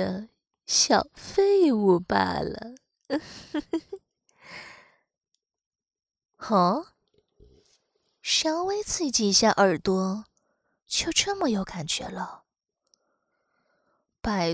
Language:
Chinese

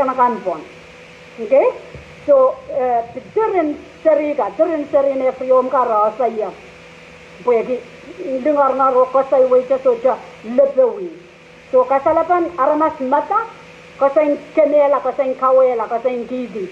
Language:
Pohnpeian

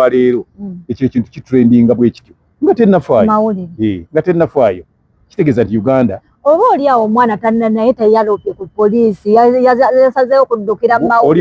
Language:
Ganda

